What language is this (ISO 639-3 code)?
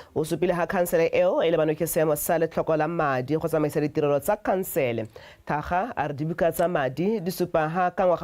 tsn